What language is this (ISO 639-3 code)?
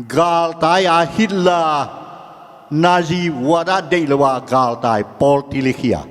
ctd